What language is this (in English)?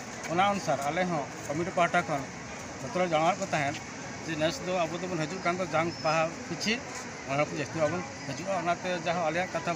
Santali